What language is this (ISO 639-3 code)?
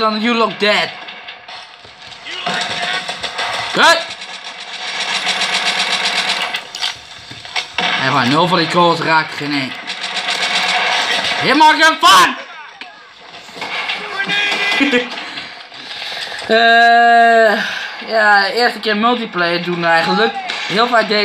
nld